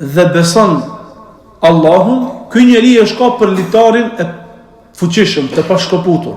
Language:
Albanian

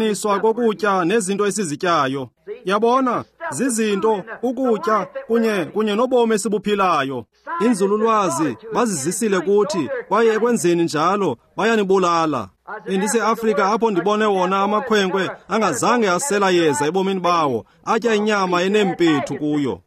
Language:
Xhosa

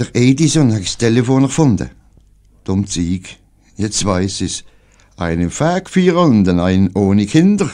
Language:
Swiss German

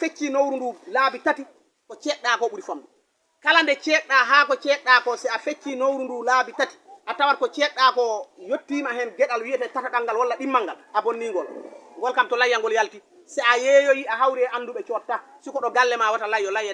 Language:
Fula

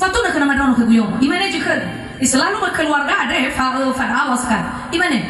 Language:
Nias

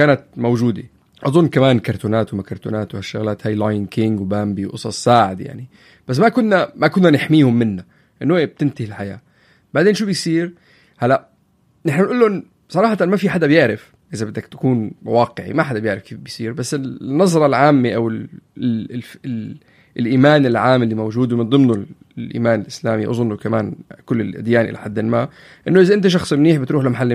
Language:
North Levantine Arabic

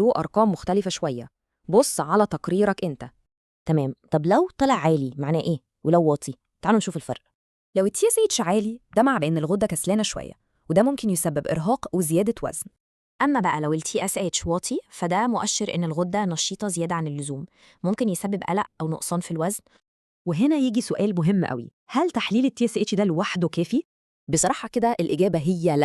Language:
Egyptian Arabic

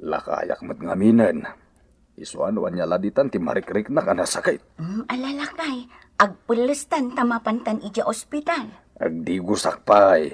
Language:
Iloko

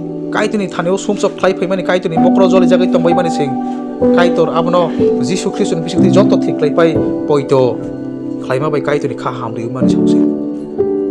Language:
Kok Borok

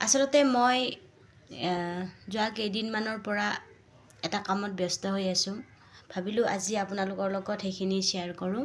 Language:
Assamese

